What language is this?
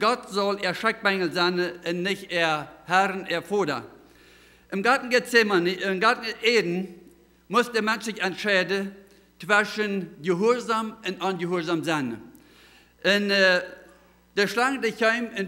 Plautdietsch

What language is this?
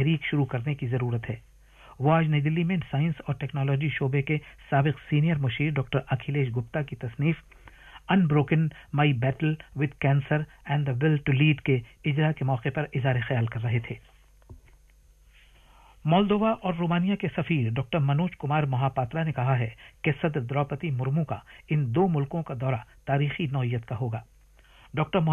Urdu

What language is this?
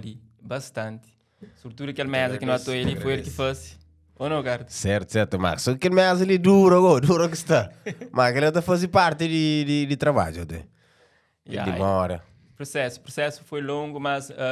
Kabuverdianu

